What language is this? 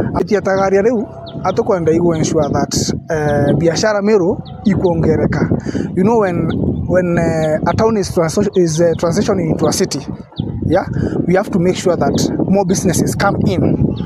Meru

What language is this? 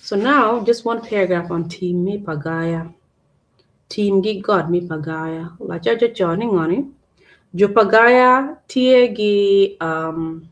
Acoli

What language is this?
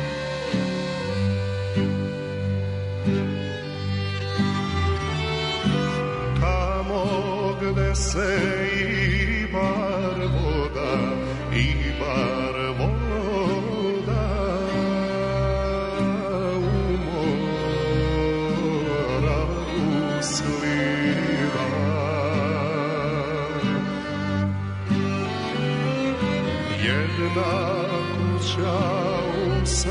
Serbian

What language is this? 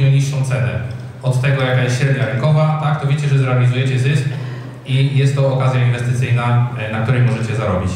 Polish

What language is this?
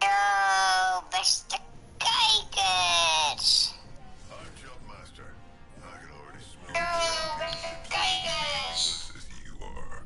Western Frisian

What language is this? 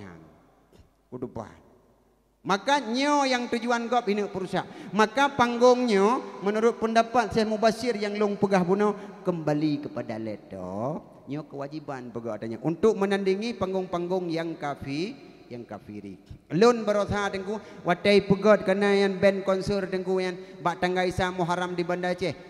Achinese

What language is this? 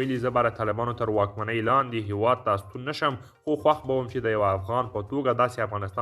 Pashto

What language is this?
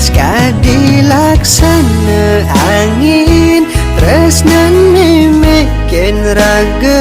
Balinese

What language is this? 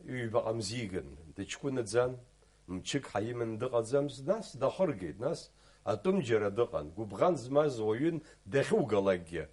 Abkhazian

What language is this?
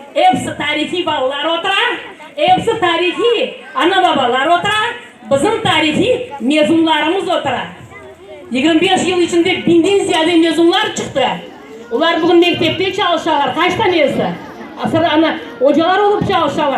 Crimean Tatar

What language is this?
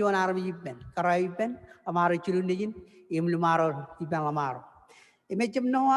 Marshallese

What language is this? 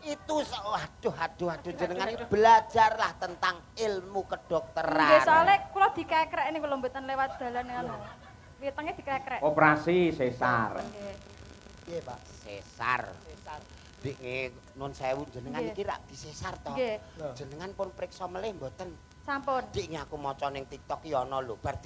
Javanese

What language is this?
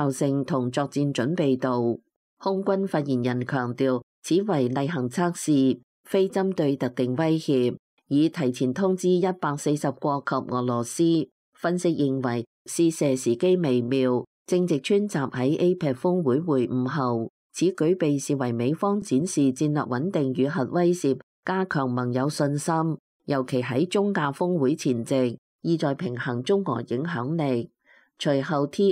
Cantonese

